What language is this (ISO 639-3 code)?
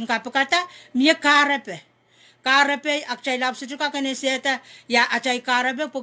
pon